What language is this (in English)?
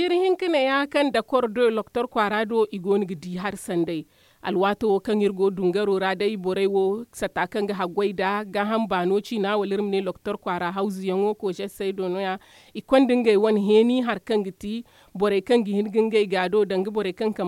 Zarma